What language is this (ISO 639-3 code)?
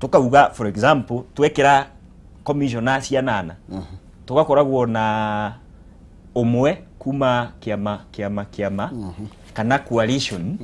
kik